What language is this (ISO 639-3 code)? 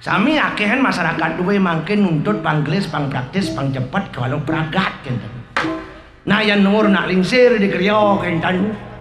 ban